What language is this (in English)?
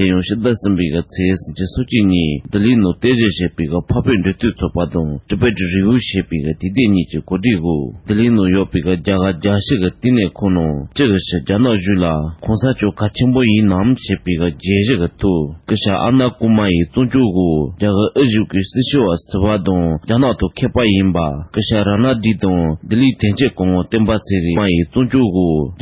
Tibetan